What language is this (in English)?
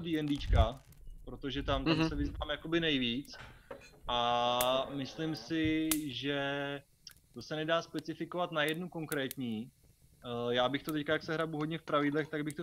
Czech